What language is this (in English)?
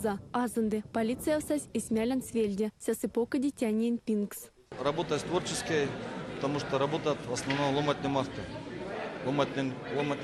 Erzya